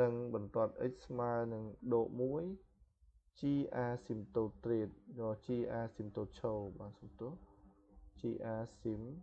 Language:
Khmer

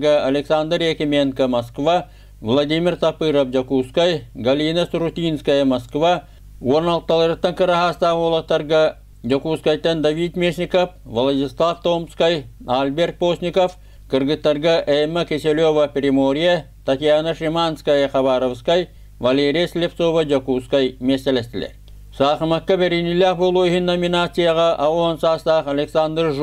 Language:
Yakut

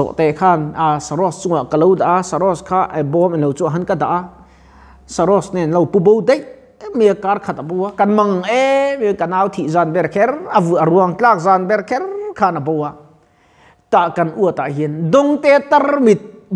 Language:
Mizo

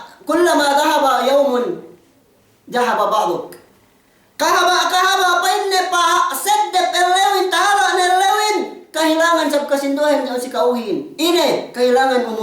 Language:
Yakan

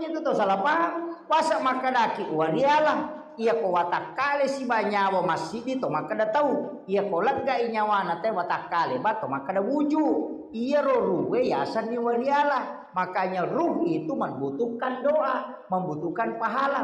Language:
Buginese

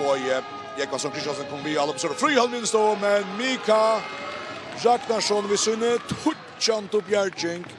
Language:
Faroese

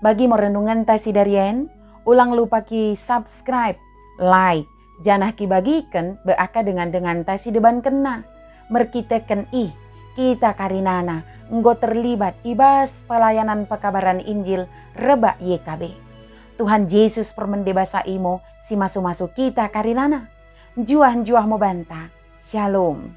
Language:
Batak Dairi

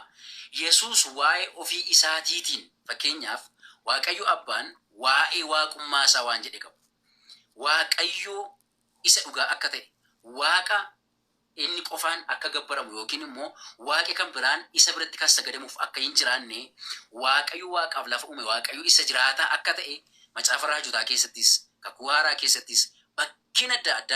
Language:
Oromo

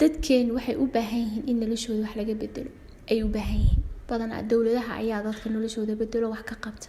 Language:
Somali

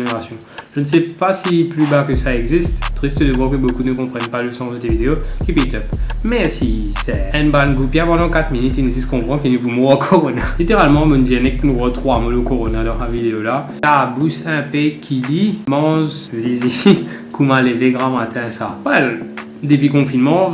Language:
Morisyen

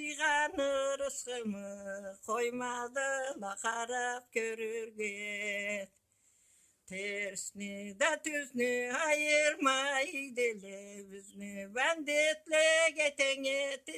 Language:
Karachay-Balkar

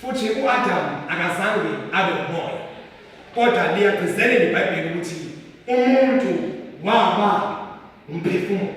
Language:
Zulu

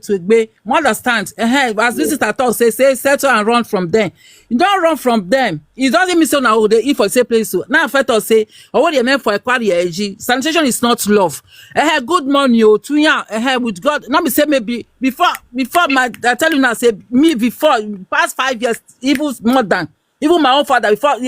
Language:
Nigerian Pidgin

